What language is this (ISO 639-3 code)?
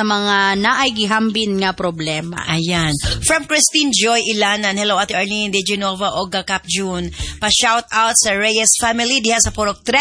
ceb